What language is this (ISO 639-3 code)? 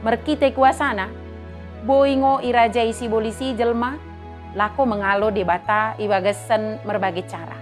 btd